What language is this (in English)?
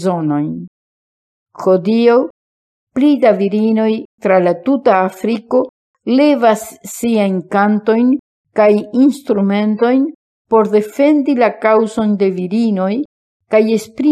Esperanto